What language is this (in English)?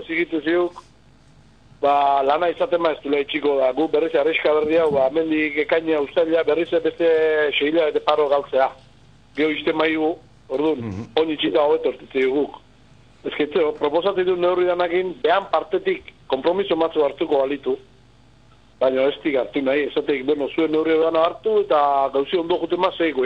Basque